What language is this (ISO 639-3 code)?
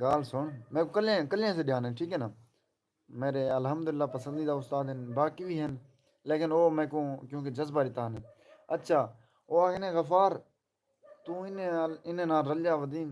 skr